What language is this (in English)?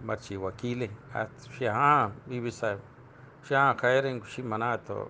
Eastern Balochi